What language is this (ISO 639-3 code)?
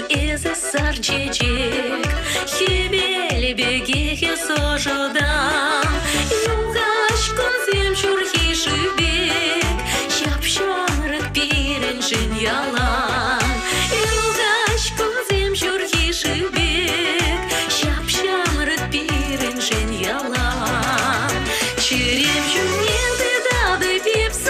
chv